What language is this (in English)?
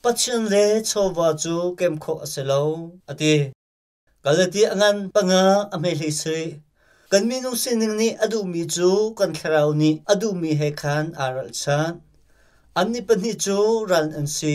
Hakha Chin